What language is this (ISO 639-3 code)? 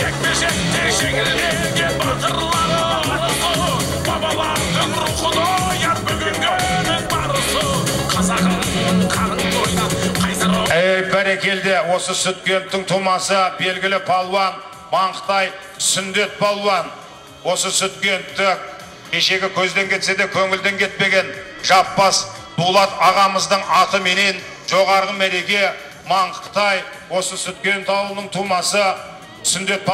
kaz